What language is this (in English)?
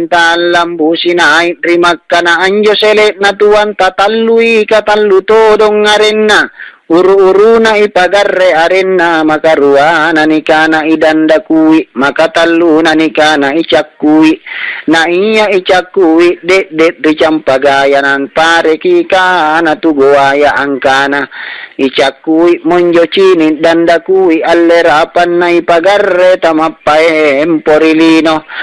Makasar